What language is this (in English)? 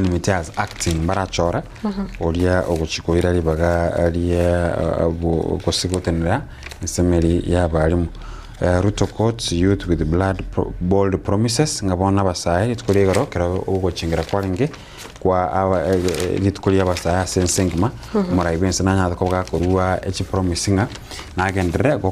Gusii